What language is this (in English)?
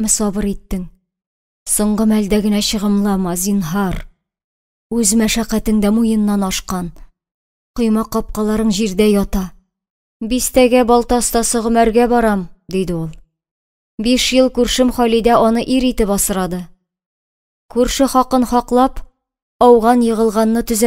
Tatar